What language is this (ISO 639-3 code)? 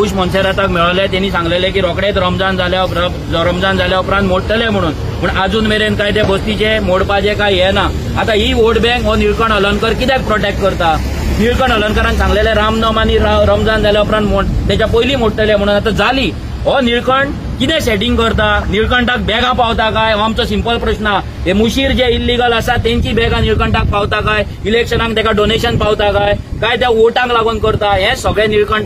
kok